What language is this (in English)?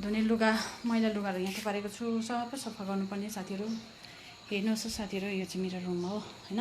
Nepali